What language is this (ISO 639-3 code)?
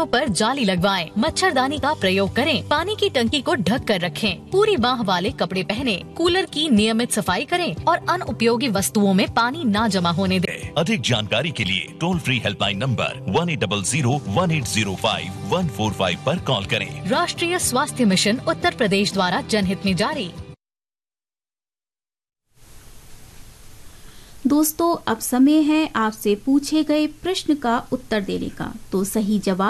hin